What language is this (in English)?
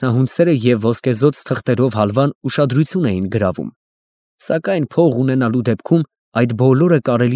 Armenian